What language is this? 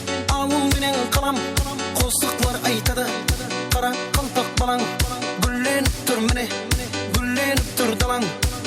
Kara-Kalpak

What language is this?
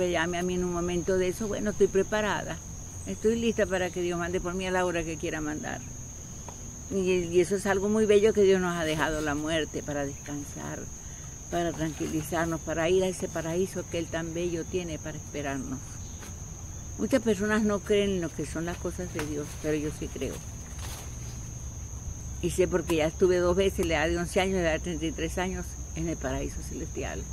Spanish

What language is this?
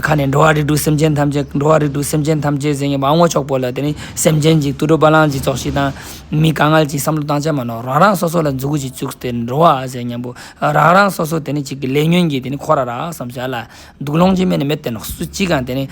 Ladakhi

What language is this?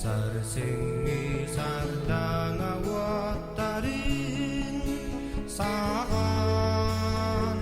Yakut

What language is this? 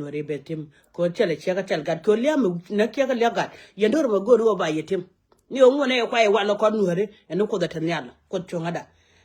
Nuer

